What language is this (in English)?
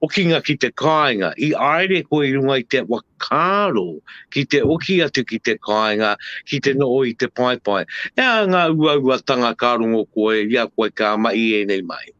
Māori